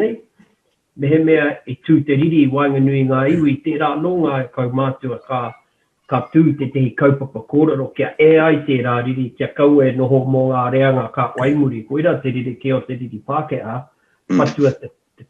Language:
Māori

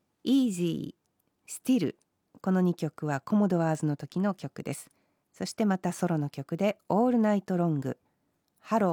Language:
Japanese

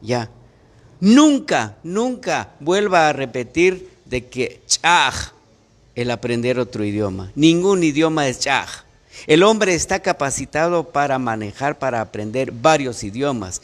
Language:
Kekchí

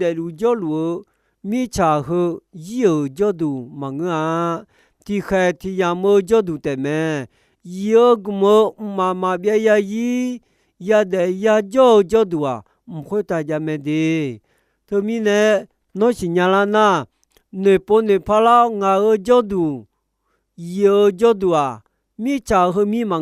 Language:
Akha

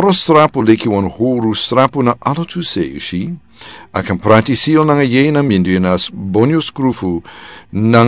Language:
Sranan Tongo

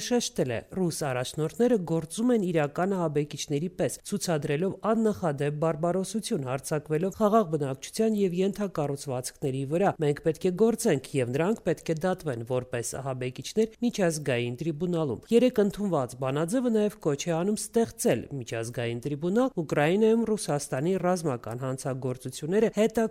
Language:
Armenian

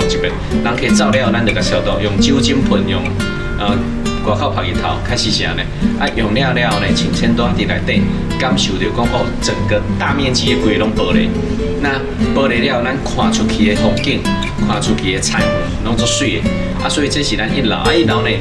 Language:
Min Nan Chinese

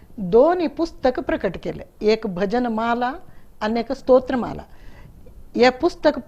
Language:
Konkani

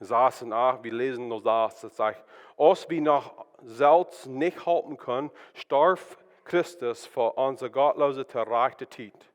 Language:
Plautdietsch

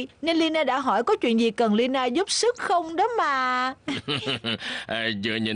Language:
Vietnamese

